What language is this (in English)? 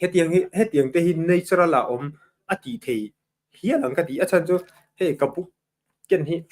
Mizo